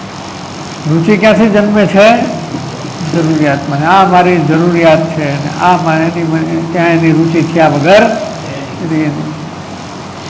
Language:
Gujarati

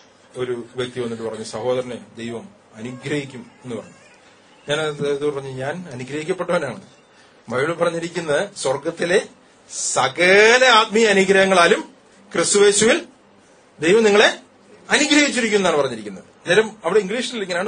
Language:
Malayalam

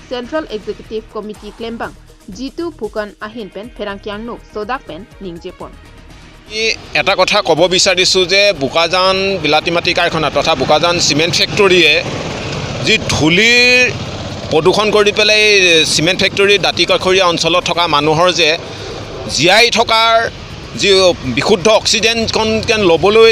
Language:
Karbi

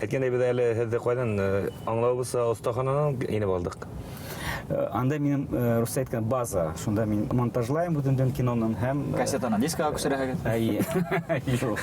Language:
Bashkir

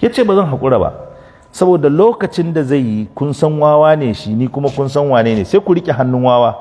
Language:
Hausa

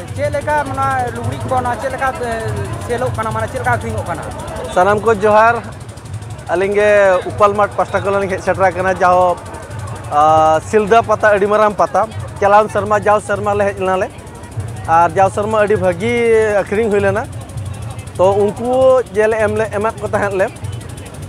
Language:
Santali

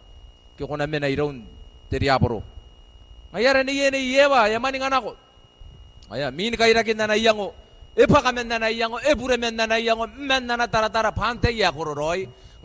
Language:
Gilbertese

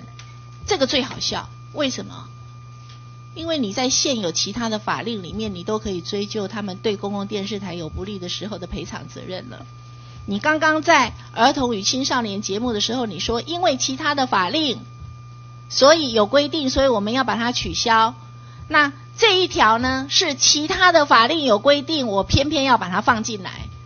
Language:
Chinese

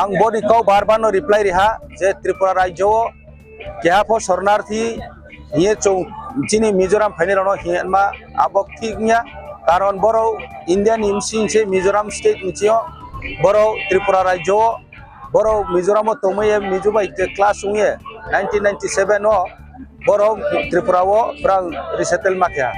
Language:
Riang (India)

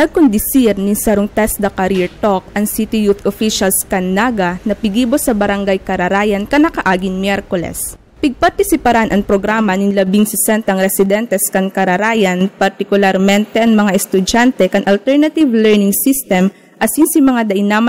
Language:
Bikol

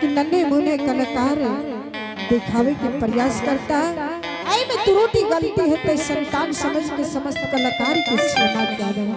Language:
Angika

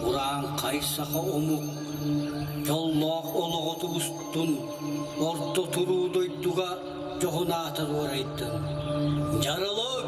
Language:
Yakut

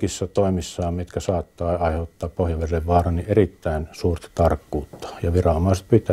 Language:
Finnish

